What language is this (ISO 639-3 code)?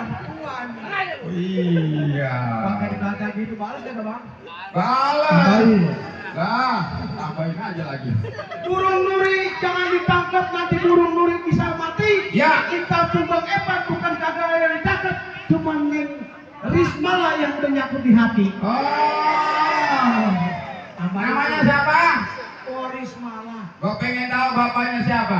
bew